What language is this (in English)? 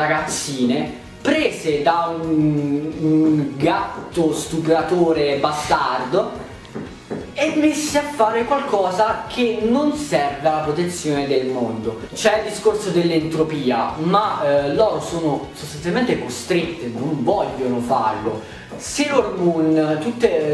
Italian